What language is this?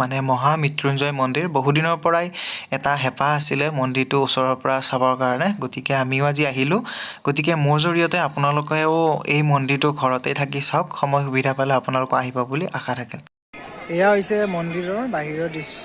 Assamese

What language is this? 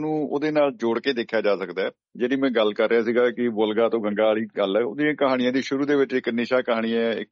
Punjabi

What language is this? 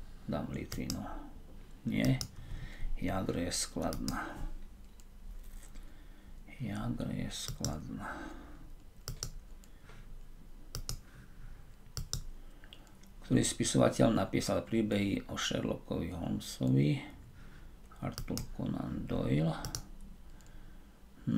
Slovak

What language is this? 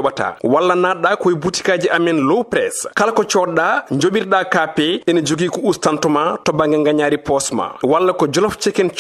Fula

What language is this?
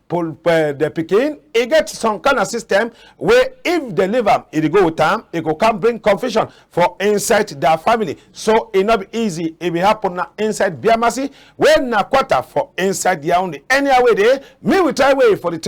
Cameroon Pidgin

